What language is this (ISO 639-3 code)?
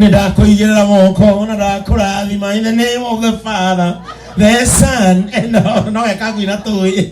kik